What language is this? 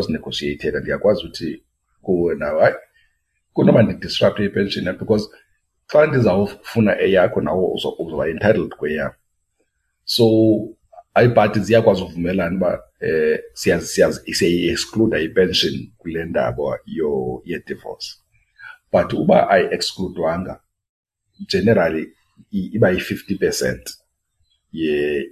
Xhosa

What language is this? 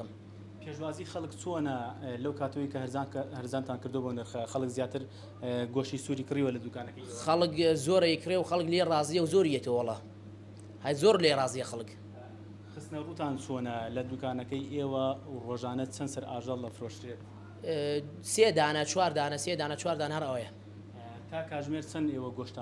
Central Kurdish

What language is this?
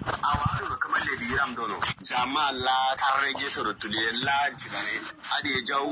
Kanuri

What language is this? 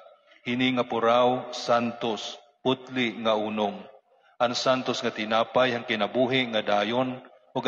Waray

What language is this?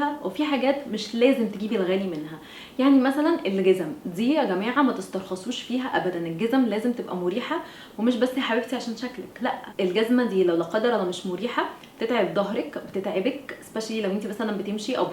Egyptian Arabic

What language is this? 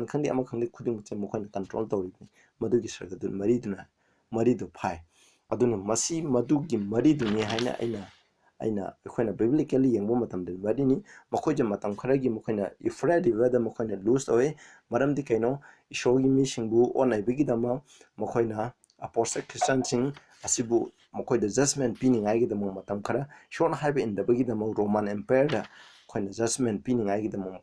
Manipuri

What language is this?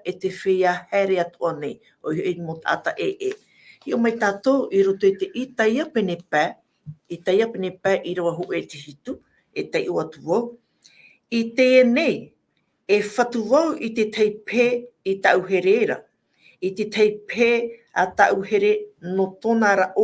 Tahitian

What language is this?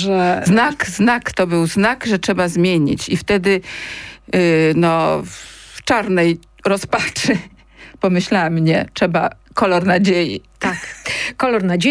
Polish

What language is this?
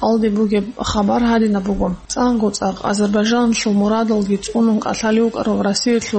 Avaric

